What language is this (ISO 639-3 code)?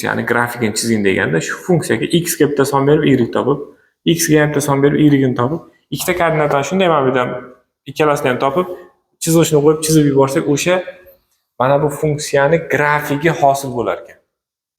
uzb